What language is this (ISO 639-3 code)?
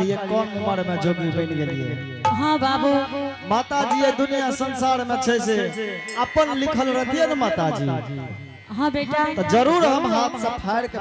anp